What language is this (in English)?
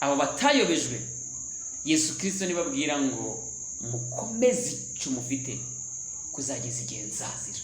Kinyarwanda